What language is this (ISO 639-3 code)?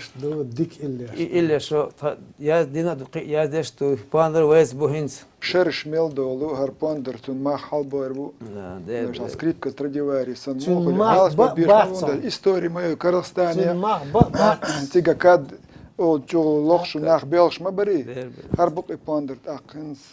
che